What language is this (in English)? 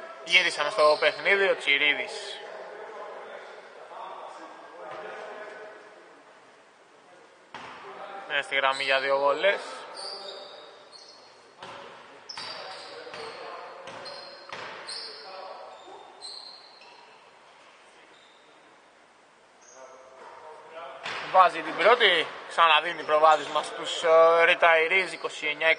Greek